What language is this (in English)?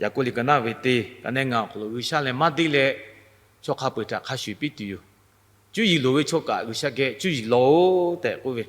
Lahu